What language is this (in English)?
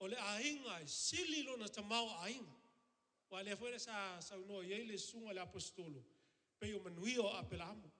Samoan